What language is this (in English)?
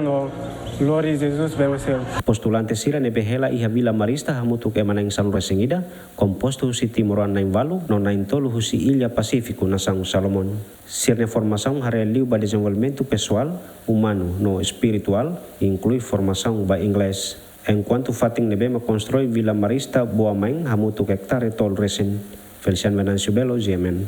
Tetum